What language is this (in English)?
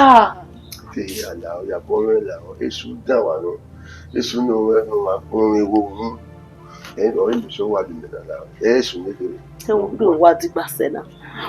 Bini